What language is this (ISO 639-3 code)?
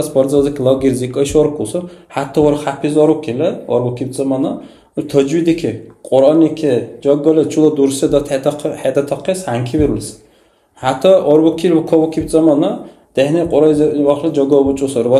dar